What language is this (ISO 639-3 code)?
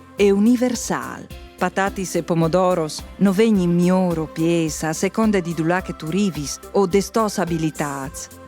fur